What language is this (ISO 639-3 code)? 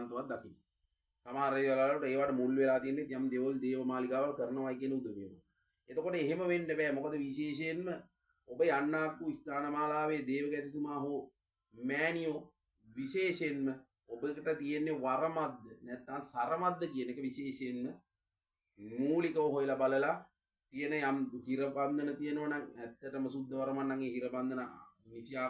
sin